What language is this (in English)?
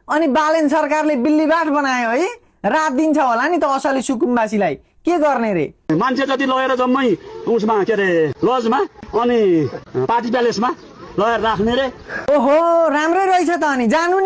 Nepali